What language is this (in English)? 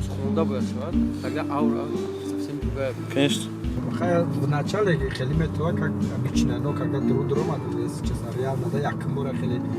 Tajik